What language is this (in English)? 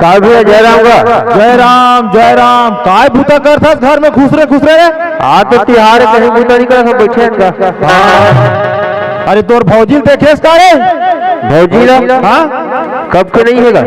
Chhattisgarhi